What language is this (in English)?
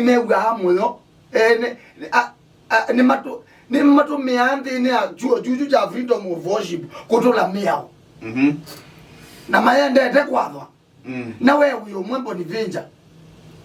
Kamba